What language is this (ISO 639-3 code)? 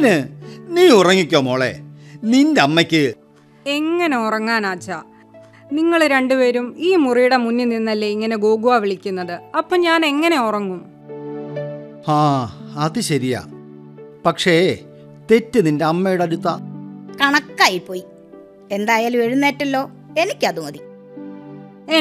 mal